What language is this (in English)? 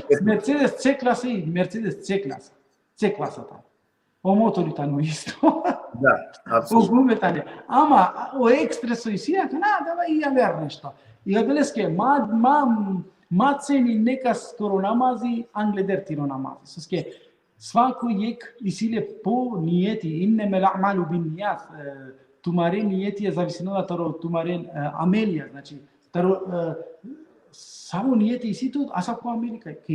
Balkan Romani